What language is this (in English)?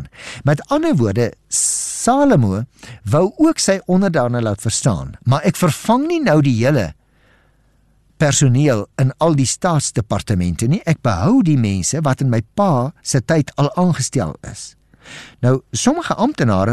Afrikaans